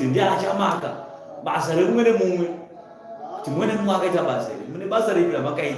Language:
Shona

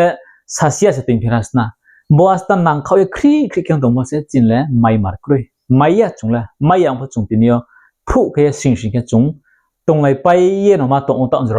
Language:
Riang (India)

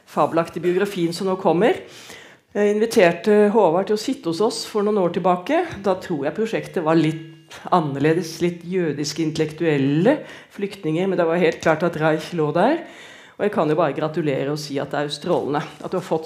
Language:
Norwegian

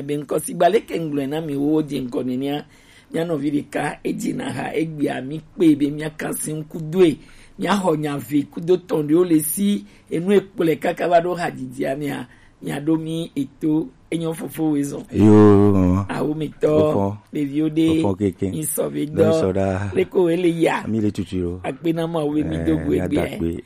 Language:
Gen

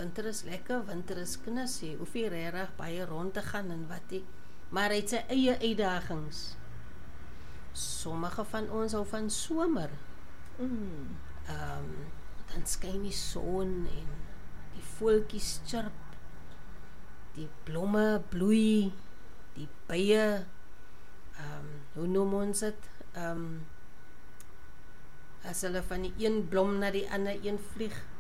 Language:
Afrikaans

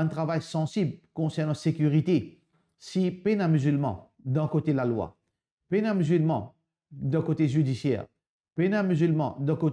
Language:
Morisyen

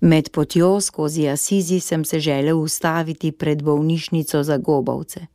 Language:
Slovenian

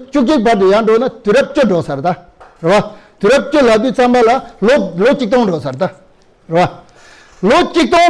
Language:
Tibetan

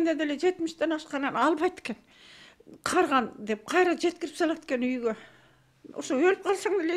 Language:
Kyrgyz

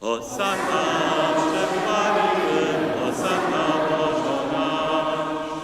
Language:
Upper Sorbian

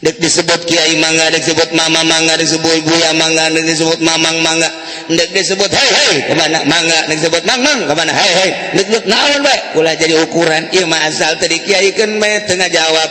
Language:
Sundanese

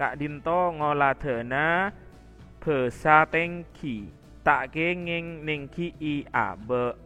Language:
Madurese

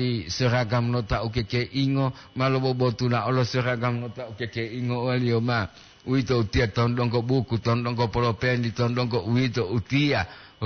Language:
Gorontalo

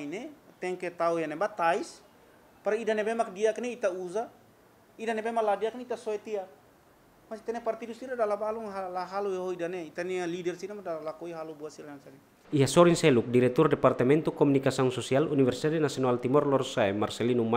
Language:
Tetum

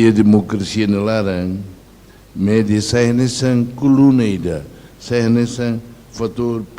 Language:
Tetum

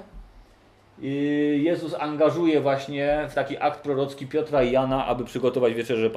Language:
Polish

